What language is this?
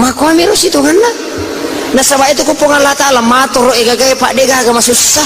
Buginese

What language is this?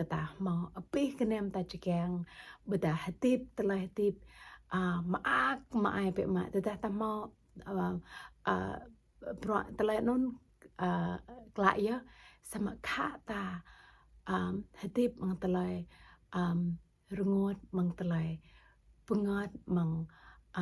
Jarai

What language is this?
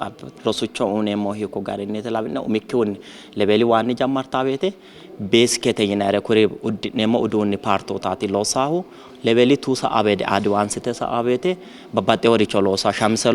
Sidamo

